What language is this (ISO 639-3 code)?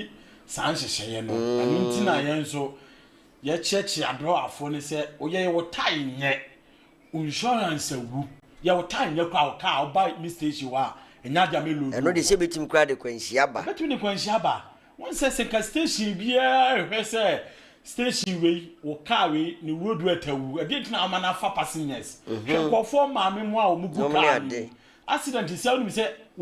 aka